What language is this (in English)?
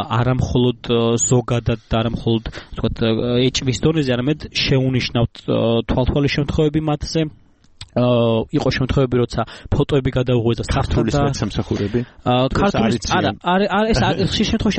Georgian